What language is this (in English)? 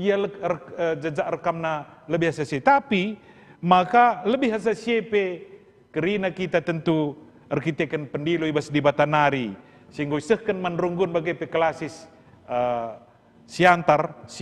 Batak Karo